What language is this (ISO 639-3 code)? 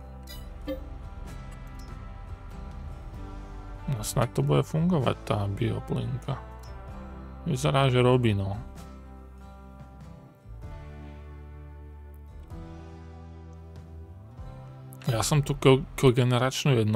slk